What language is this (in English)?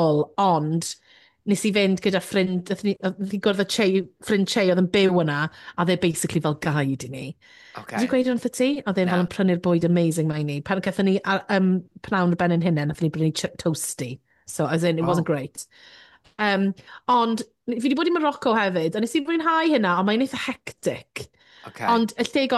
Welsh